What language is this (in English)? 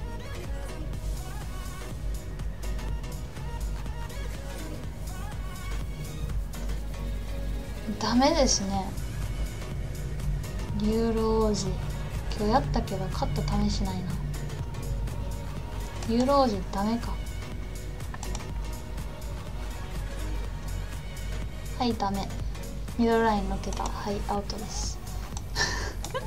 Japanese